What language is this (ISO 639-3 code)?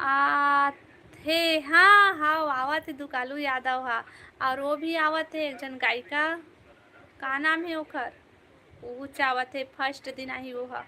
hne